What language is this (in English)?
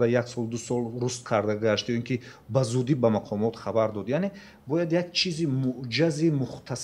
Tajik